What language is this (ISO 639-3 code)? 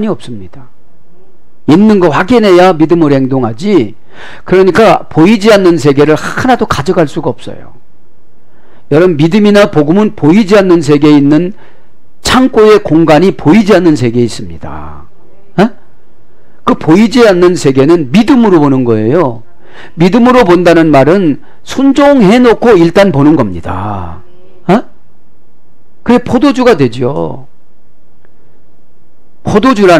kor